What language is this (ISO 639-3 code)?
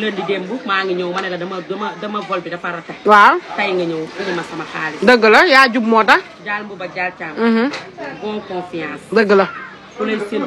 wol